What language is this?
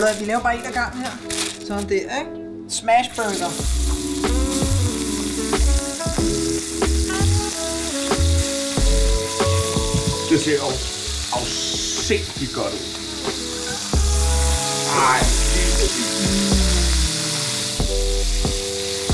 Danish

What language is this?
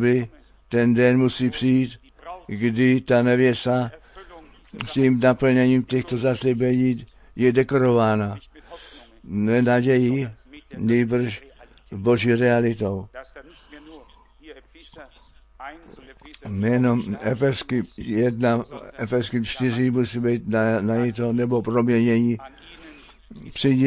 Czech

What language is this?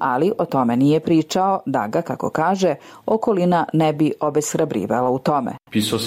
Croatian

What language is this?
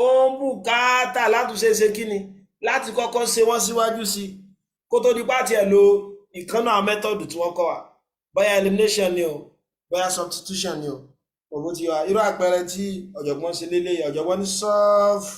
Yoruba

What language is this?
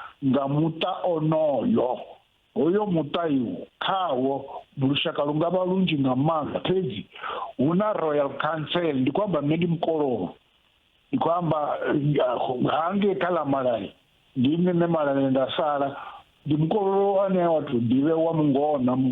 Venda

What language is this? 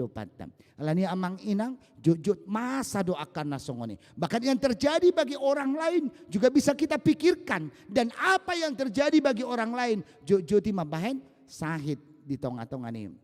Batak Toba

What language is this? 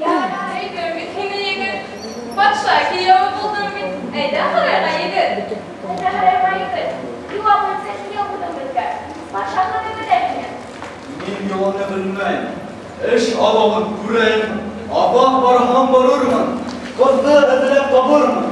Bashkir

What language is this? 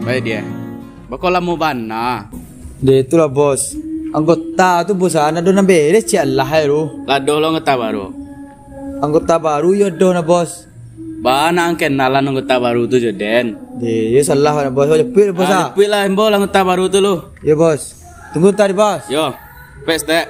Minangkabau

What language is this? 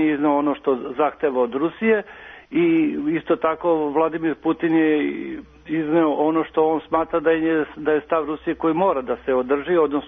Serbian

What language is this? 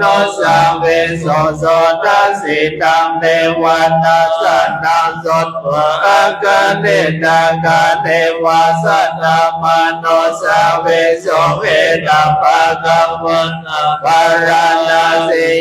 Pali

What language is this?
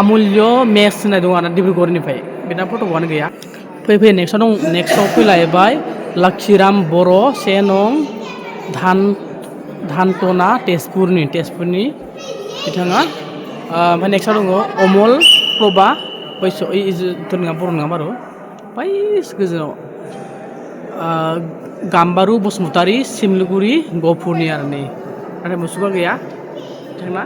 Bodo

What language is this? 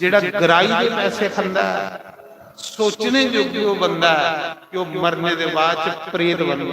Dogri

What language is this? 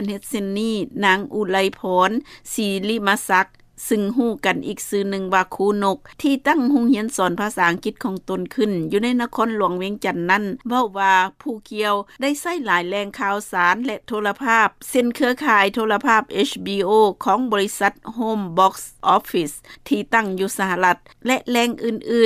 Lao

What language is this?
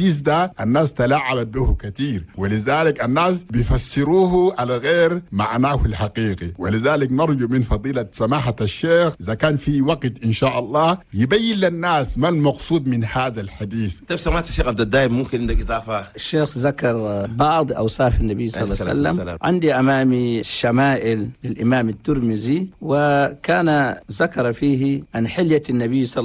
Chadian Arabic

